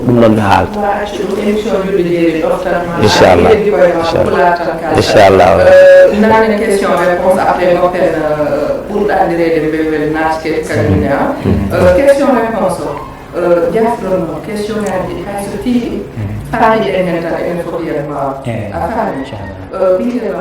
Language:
Fula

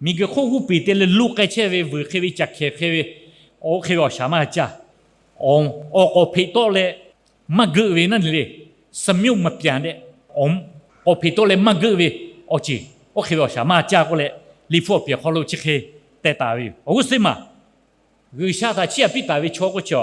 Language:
Lahu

